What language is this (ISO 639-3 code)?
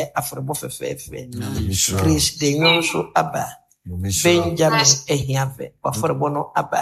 aka